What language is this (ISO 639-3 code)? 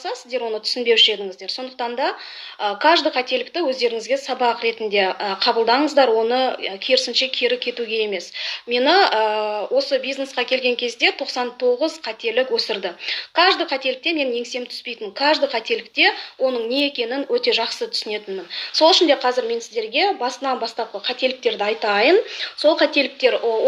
kaz